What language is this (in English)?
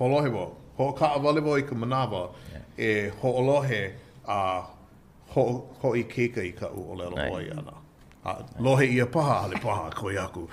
Hawaiian